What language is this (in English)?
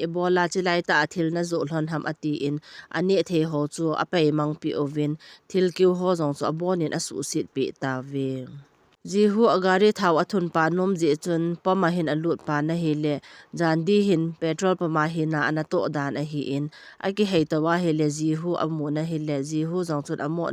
Thado Chin